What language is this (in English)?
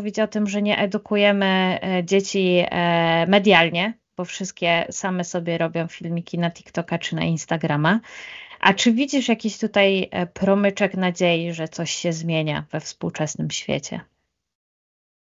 Polish